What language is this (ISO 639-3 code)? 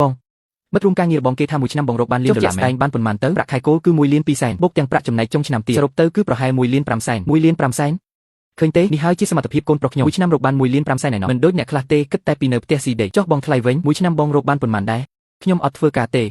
khm